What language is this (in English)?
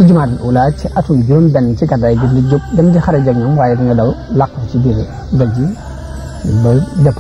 Wolof